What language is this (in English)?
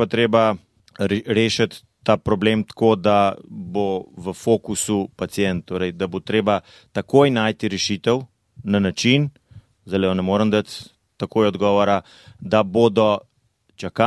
Slovenian